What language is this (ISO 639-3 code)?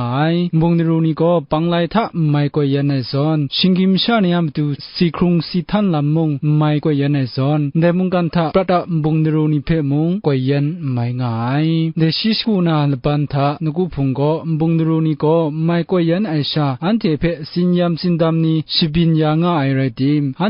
kac